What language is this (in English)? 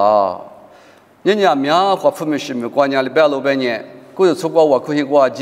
Lisu